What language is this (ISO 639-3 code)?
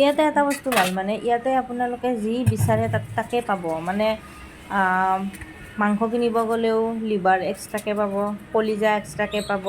asm